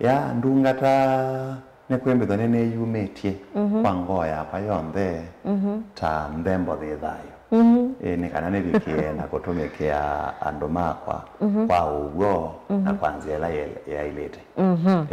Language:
Kamba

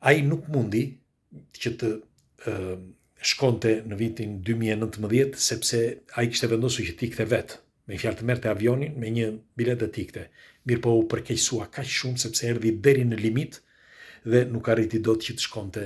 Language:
Albanian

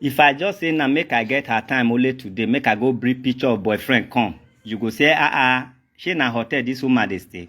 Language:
Nigerian Pidgin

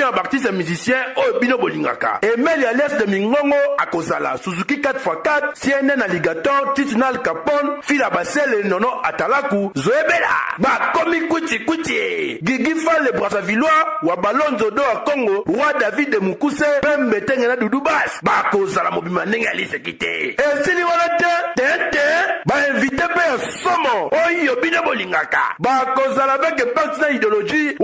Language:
Lingala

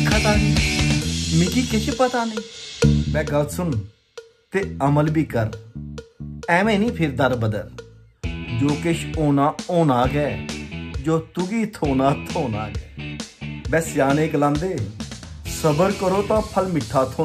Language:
Dogri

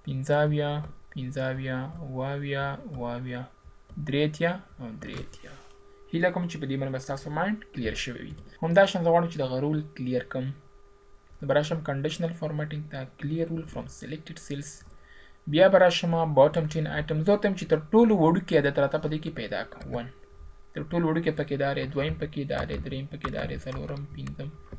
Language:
Pashto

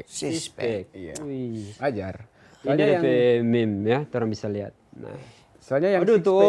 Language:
Manado Malay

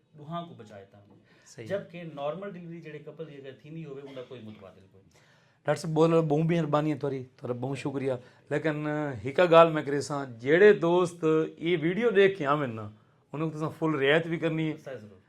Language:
Saraiki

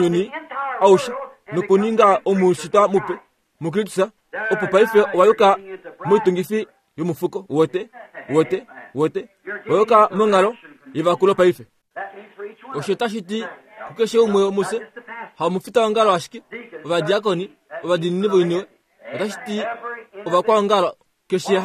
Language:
Kuanyama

